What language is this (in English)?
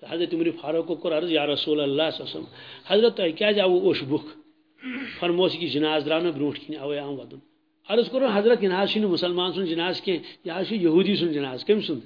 Kashmiri